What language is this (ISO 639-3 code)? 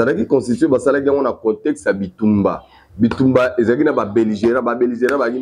lin